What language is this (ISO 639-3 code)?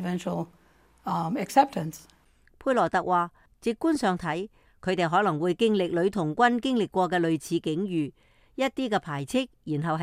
yue